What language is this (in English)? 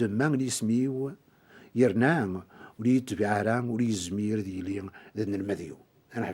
Kabyle